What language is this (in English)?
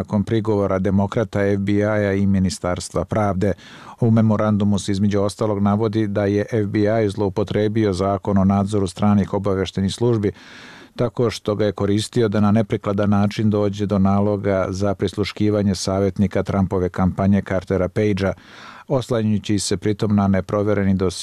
Bosnian